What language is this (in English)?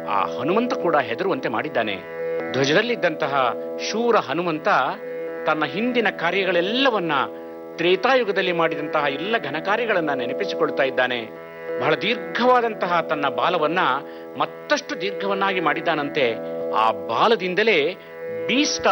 Kannada